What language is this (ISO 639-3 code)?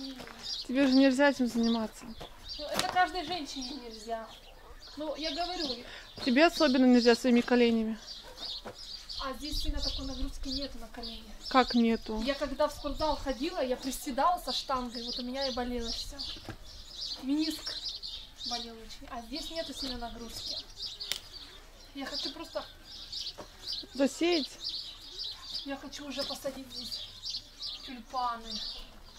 rus